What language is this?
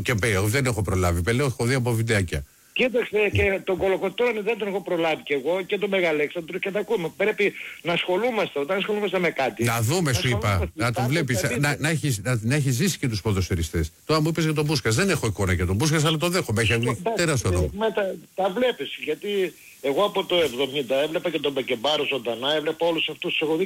Greek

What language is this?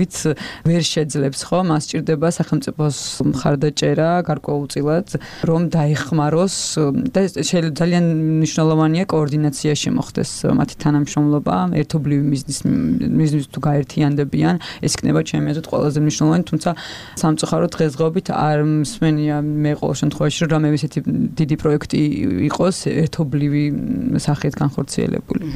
Georgian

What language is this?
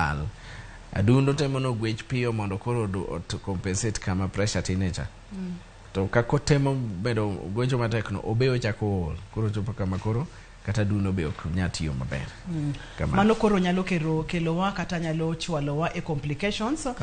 Luo (Kenya and Tanzania)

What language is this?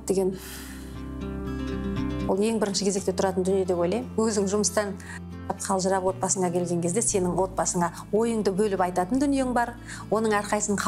Kazakh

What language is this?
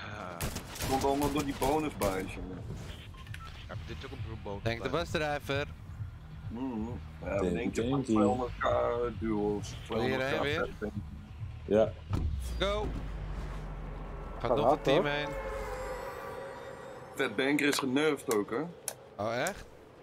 Dutch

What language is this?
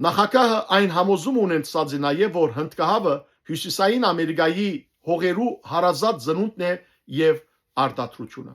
Western Armenian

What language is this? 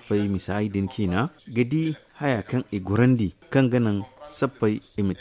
Zarma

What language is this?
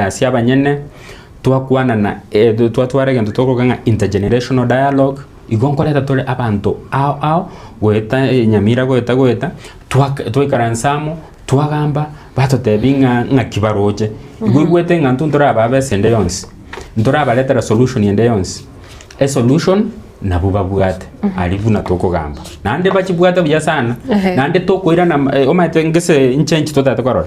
Gusii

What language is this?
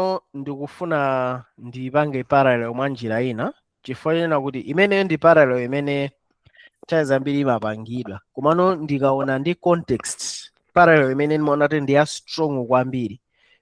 Nyanja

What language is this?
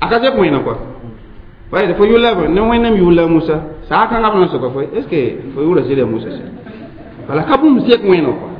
Mossi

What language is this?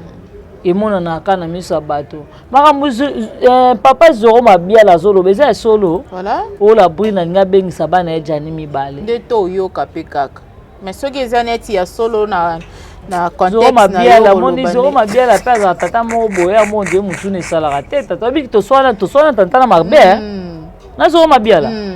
Lingala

